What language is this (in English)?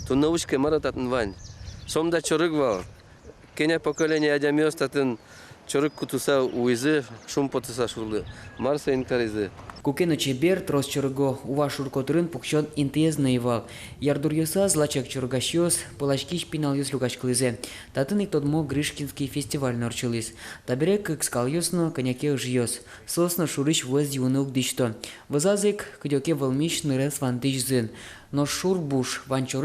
Udmurt